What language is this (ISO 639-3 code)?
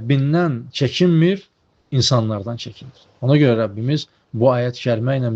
aze